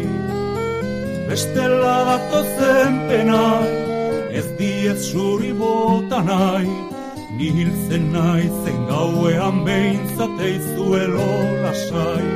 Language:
Basque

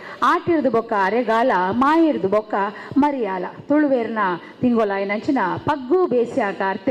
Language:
Tulu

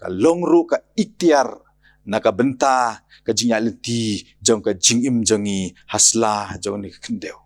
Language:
Khasi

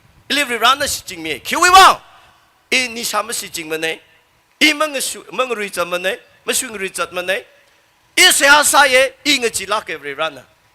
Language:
Tangkhul Naga (India)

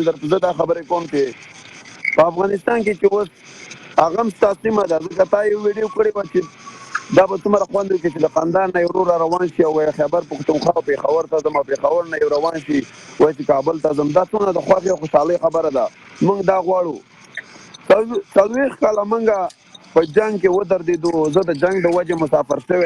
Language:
Pashto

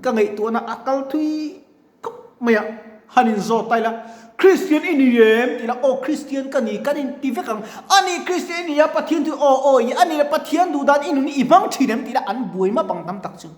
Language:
Mizo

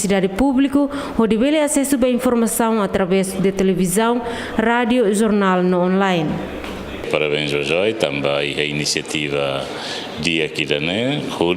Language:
Tetum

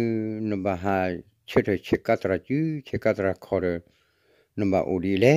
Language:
S'gaw Karen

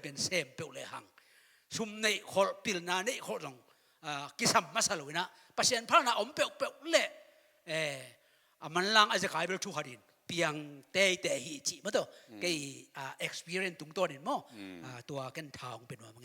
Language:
Tedim Chin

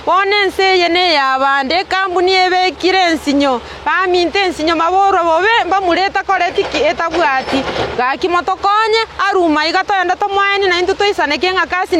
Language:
Gusii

